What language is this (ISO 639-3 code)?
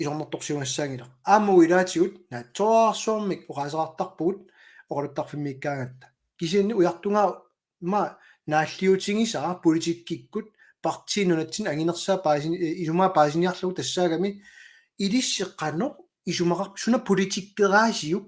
kal